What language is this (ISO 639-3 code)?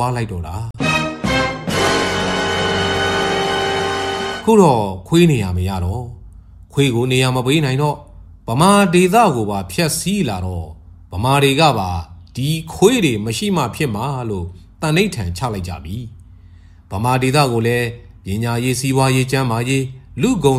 mya